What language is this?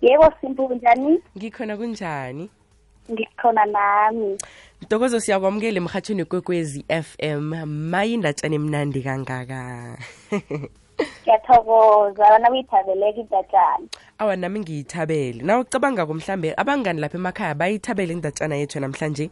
South Ndebele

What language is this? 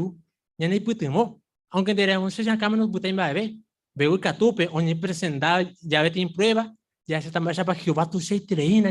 Guarani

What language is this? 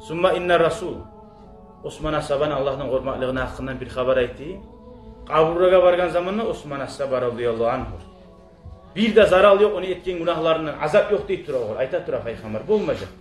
Kumyk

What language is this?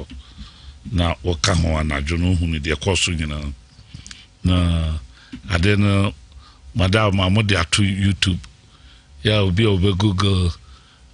Akan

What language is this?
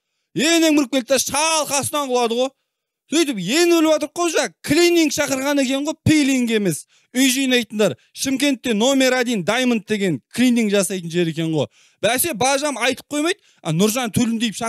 Kazakh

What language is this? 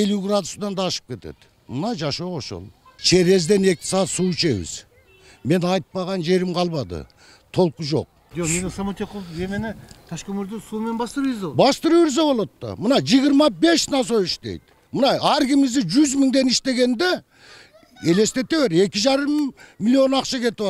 Kyrgyz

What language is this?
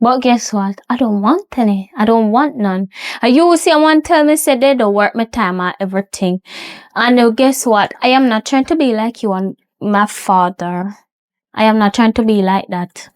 Jamaican Creole English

